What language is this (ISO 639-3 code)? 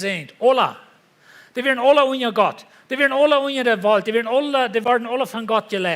pdt